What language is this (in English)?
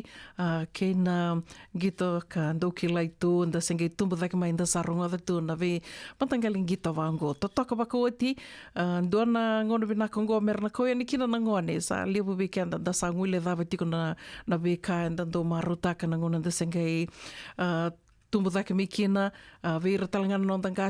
Fijian